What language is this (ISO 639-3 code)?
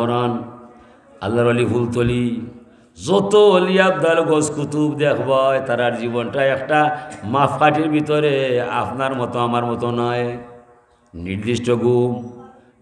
syl